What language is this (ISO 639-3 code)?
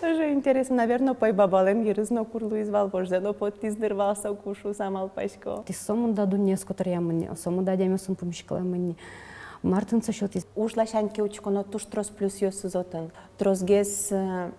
udm